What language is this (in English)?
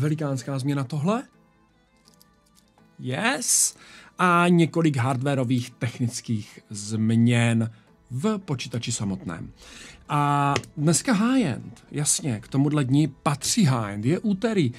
Czech